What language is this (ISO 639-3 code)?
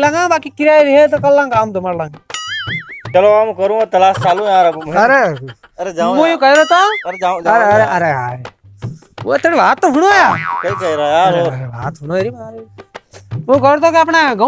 raj